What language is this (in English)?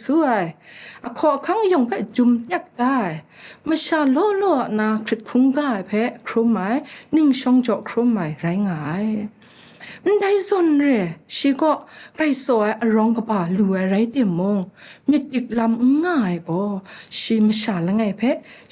Kachin